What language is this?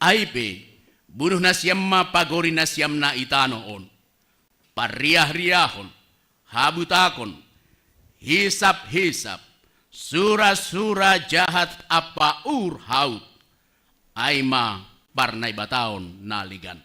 Batak Simalungun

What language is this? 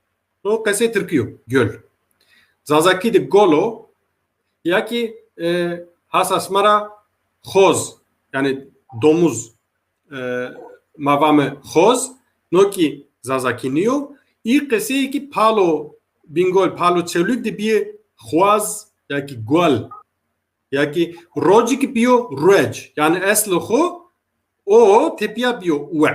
Zaza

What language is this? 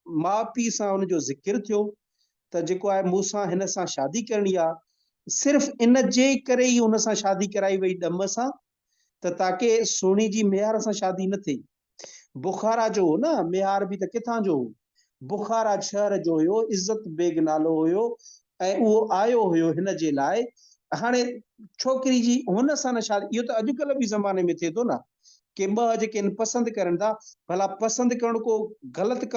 Sindhi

